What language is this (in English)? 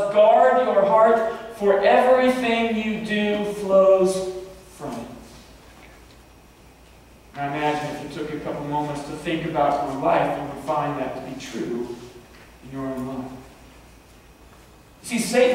English